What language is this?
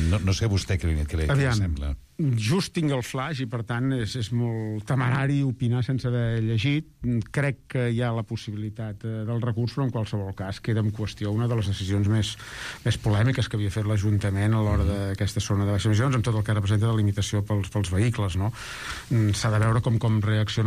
Catalan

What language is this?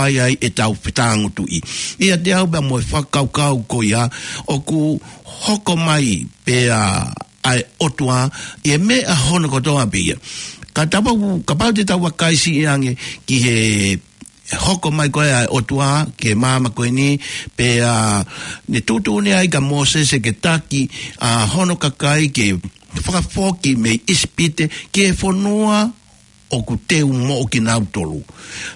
Tongan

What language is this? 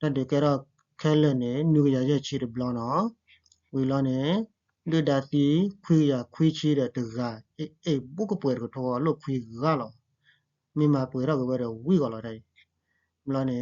S'gaw Karen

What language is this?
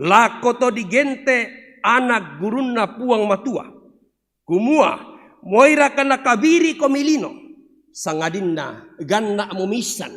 Toraja-Sa'dan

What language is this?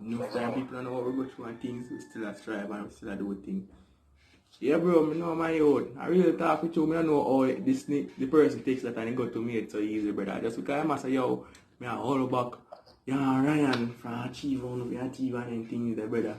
Jamaican Creole English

